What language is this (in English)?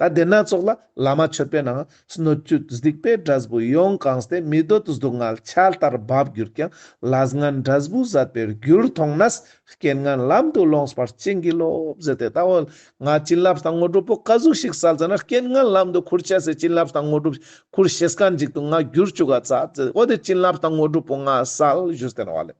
Ladakhi